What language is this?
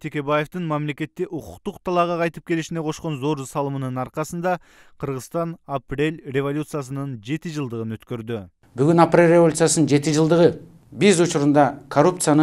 Kyrgyz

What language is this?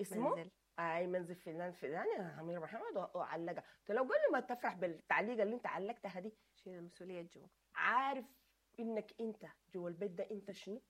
Sudanese Arabic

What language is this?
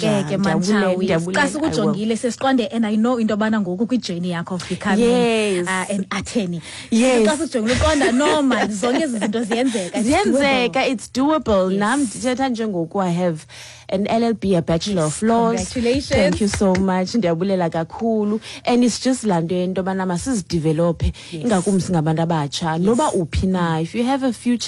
Xhosa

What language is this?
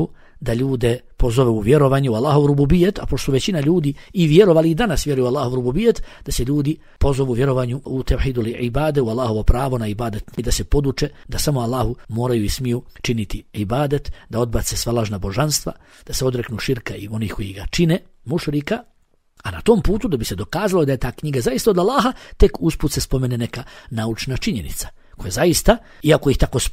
Bosnian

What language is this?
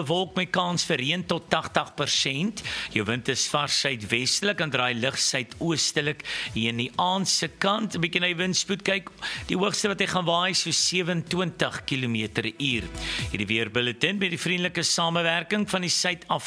Afrikaans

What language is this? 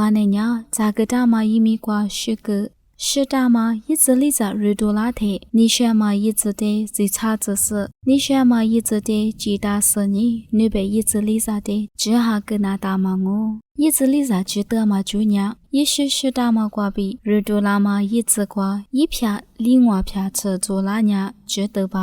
Lisu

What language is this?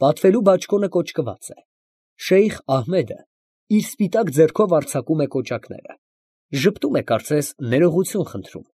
Armenian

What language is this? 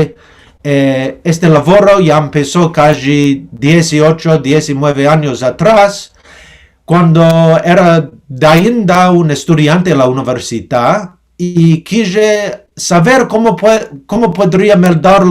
Ladino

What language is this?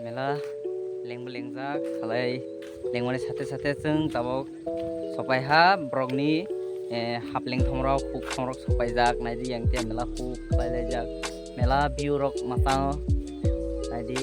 Kok Borok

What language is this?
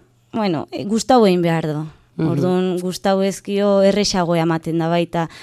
Basque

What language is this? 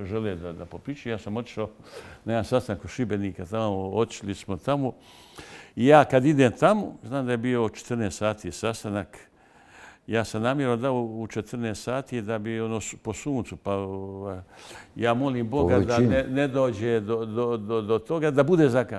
Bosnian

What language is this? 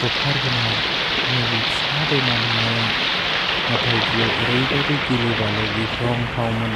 Bodo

